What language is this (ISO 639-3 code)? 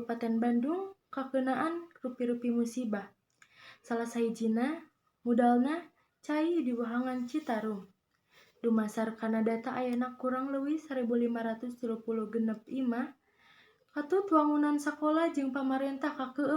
sun